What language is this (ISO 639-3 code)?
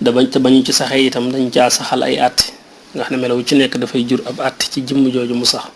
wol